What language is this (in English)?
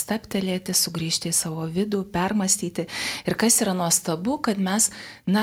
Lithuanian